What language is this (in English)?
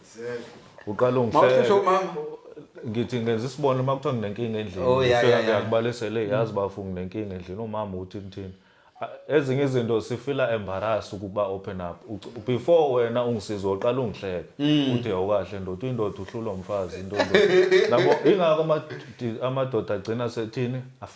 Zulu